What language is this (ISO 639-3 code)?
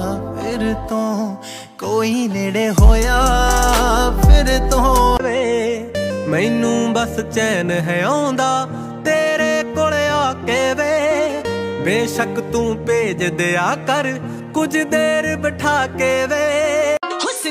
pan